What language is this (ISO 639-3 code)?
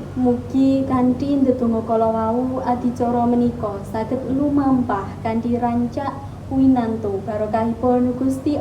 jav